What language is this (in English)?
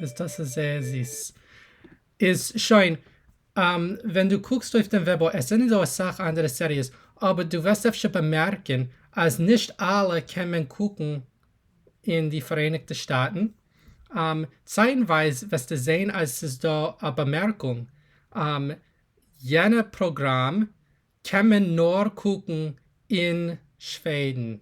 Yiddish